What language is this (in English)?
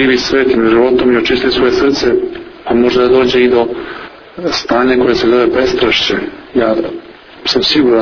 Serbian